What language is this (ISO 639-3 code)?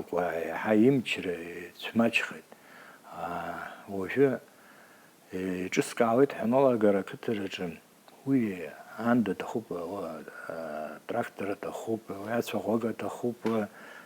abk